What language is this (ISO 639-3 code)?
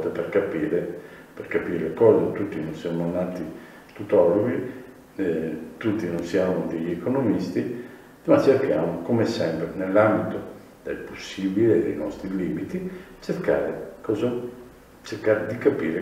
ita